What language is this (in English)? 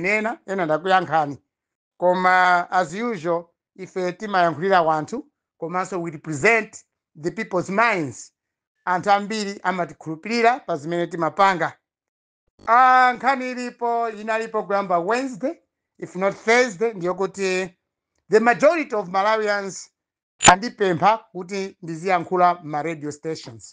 Nyanja